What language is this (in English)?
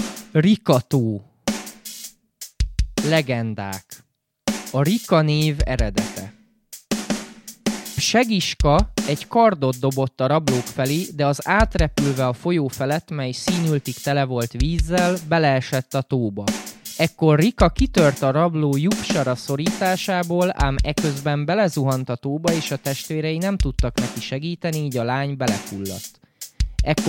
Hungarian